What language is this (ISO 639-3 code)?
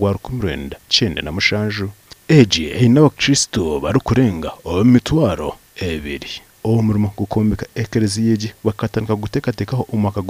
nyn